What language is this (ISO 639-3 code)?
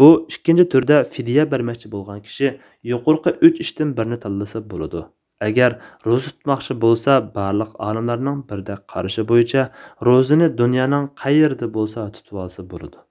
uig